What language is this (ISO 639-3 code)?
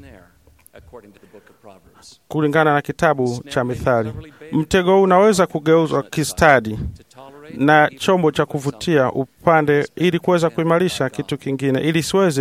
swa